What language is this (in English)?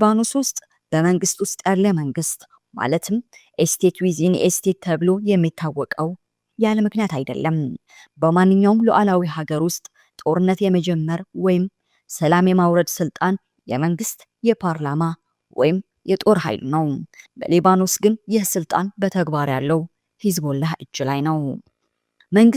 Amharic